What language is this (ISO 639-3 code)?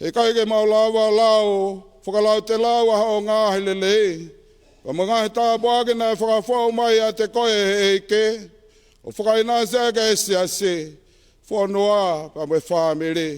ton